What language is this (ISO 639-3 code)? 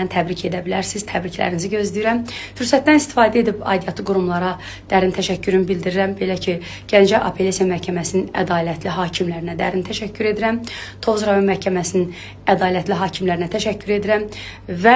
aze